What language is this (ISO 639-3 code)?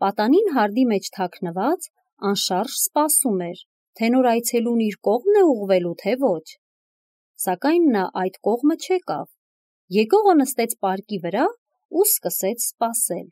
hye